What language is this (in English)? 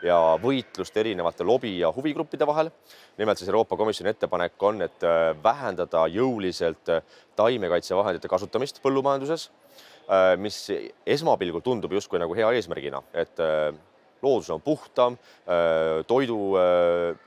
Estonian